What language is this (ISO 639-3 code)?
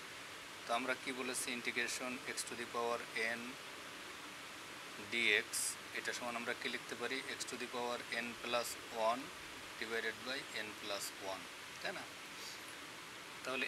ben